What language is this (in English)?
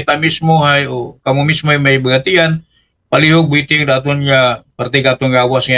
Aklanon